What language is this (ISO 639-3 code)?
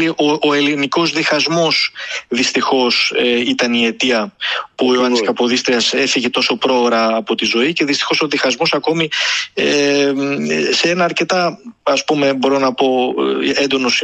ell